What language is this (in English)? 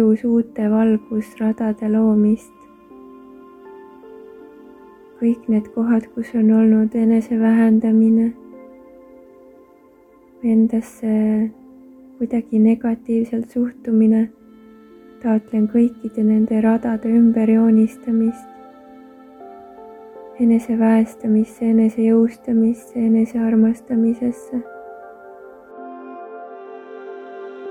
Estonian